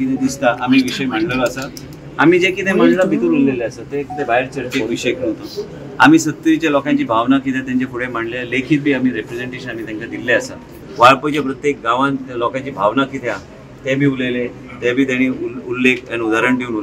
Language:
Konkani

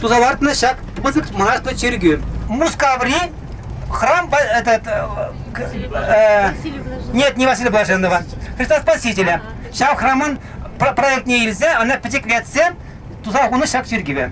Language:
Chuvash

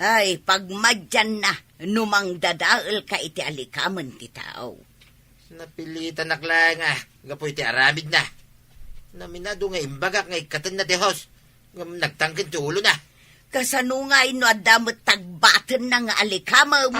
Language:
Iloko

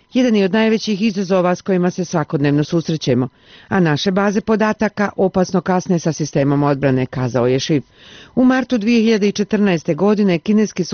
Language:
Bosnian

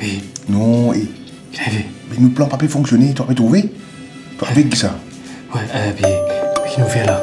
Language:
Morisyen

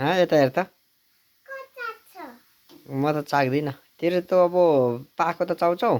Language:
Nepali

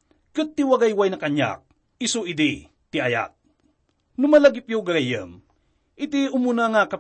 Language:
Iloko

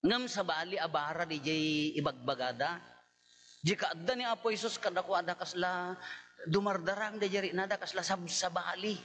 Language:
Iloko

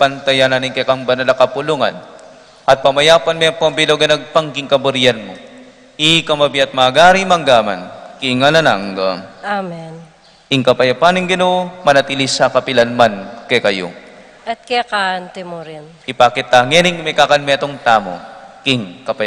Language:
Pampanga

